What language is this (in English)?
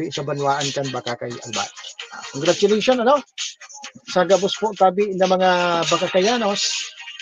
Bikol